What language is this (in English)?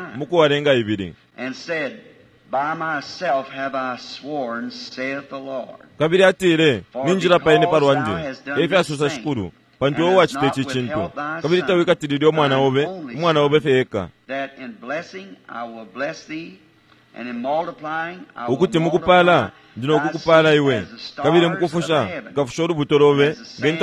Bemba